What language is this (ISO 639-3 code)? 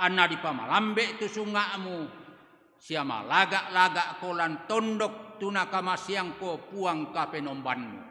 sda